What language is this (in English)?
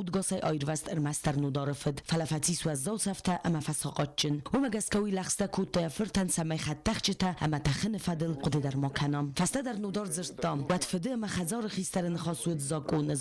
Ossetic